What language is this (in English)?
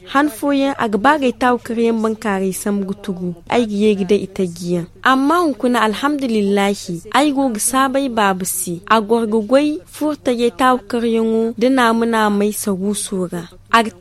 Zarma